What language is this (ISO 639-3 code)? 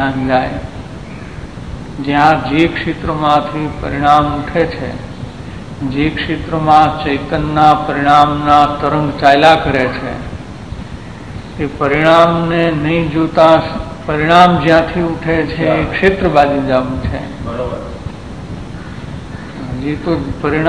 guj